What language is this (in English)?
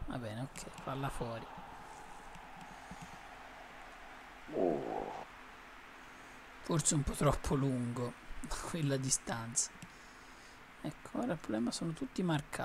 Italian